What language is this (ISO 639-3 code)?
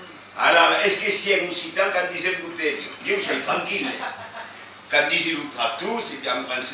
oci